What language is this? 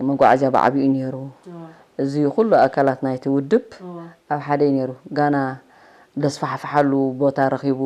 Tigrinya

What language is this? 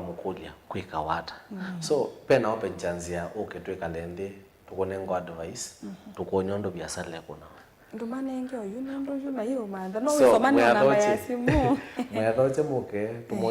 Kamba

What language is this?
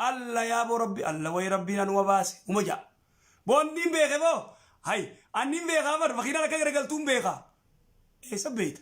Oromo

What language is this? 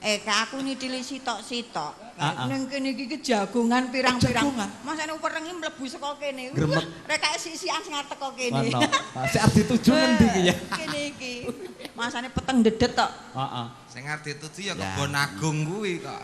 Javanese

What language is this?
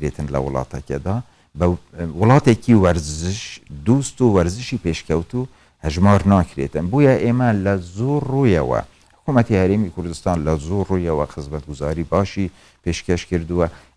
Central Kurdish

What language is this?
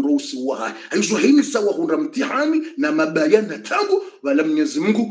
Swahili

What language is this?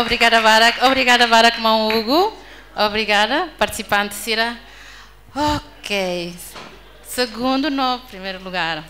Tetum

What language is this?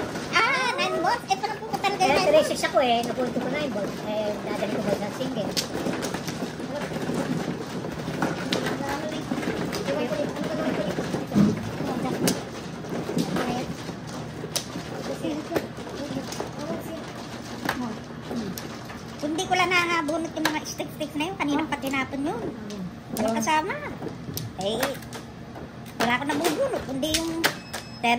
Filipino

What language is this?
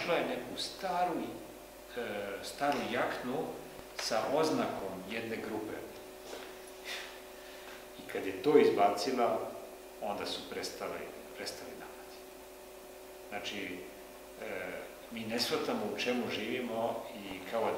Serbian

